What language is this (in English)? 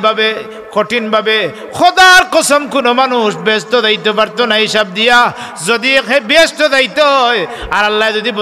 Sylheti